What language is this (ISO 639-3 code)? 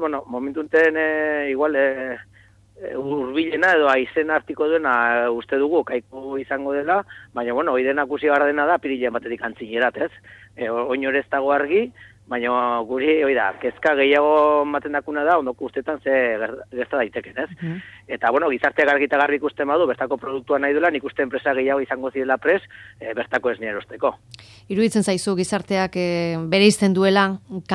eus